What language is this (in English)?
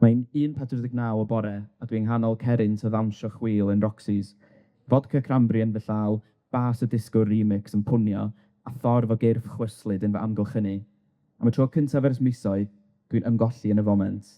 Welsh